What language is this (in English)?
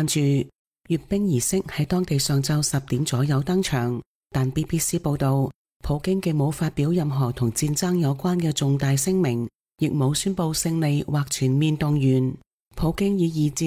Cantonese